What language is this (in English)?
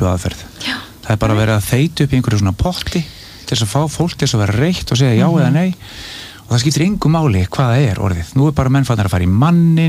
Icelandic